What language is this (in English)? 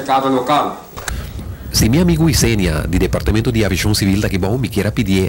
Papiamento